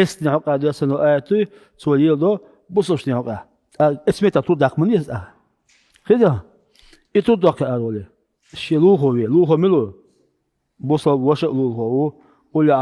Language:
Chechen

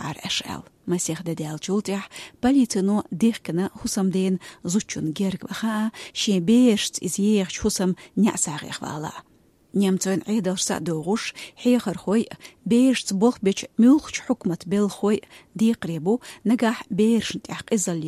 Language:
Chechen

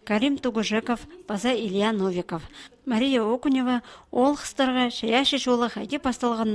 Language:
Khakas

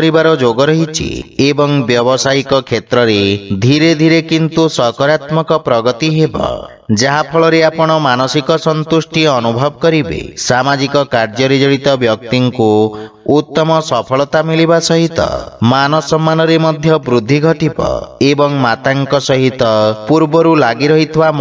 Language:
Odia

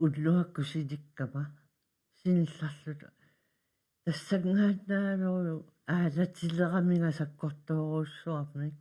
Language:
Kalaallisut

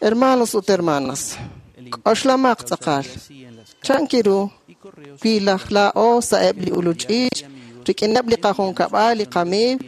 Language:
Kekchí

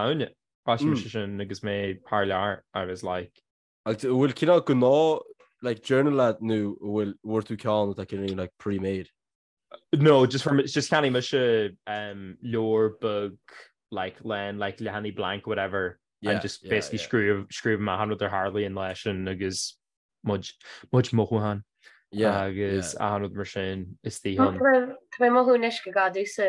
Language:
Irish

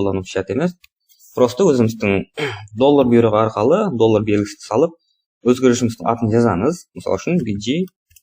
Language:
Kara-Kalpak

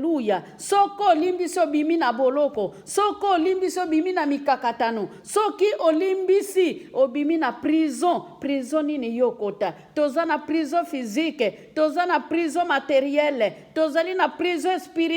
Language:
Lingala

